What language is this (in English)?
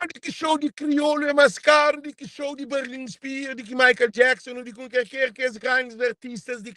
Kabuverdianu